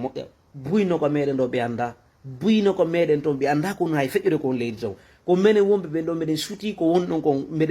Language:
Fula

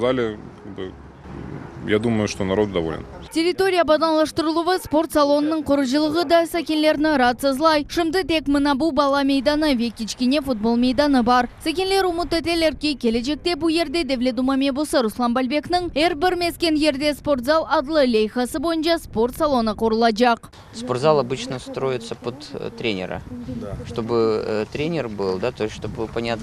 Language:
Crimean Tatar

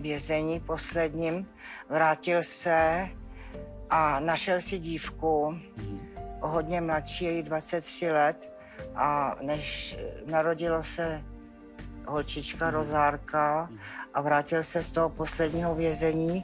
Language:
Czech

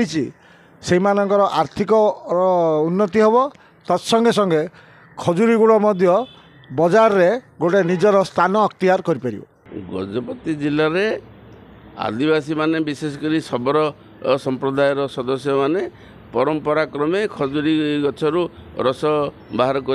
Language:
Odia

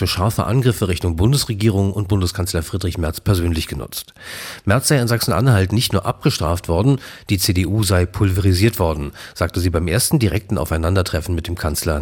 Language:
German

